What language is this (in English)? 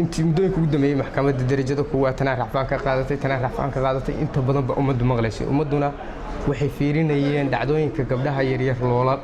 Somali